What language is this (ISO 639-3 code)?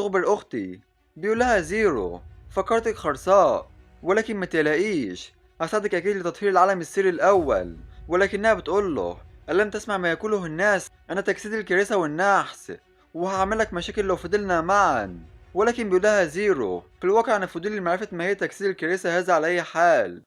arz